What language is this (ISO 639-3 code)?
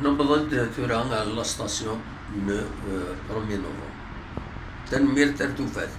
kab